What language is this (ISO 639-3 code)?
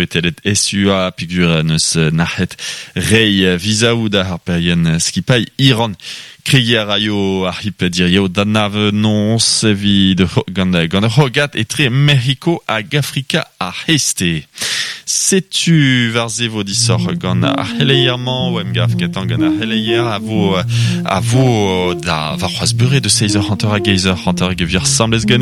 bre